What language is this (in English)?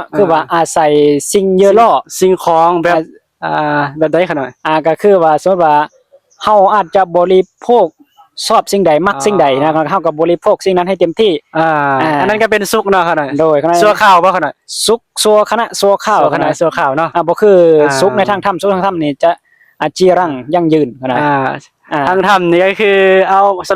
Northeastern Thai